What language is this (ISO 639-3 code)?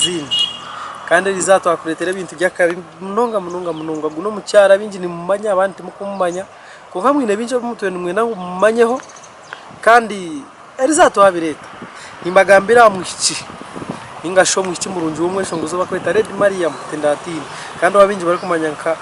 nyn